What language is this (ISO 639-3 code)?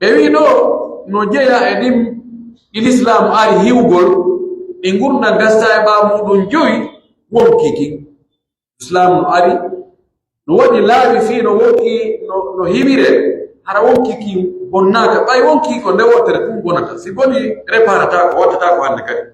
fuf